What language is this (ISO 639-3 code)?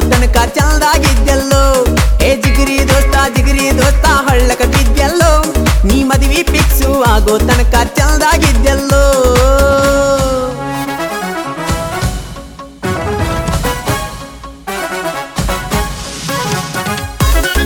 kan